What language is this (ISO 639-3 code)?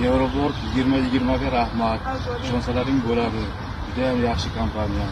uzb